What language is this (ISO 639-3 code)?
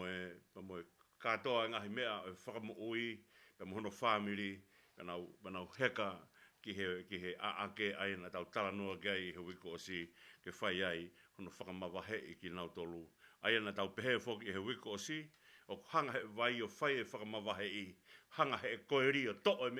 ton